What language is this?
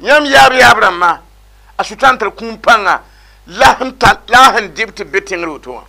Mossi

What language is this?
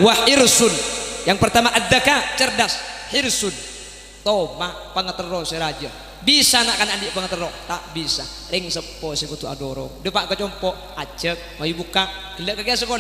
Madurese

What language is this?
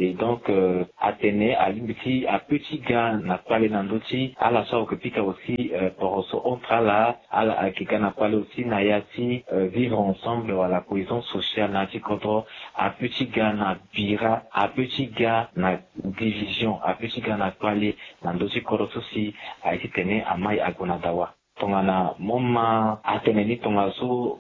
Sango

